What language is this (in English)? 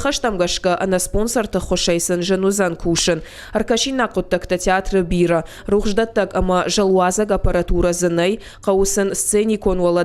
Ossetic